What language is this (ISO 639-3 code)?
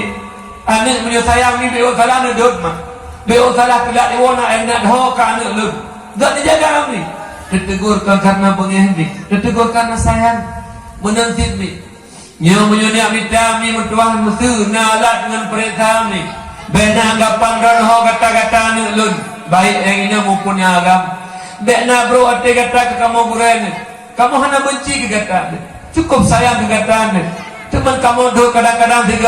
ace